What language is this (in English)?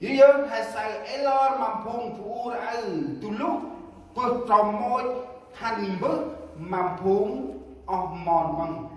Central Mnong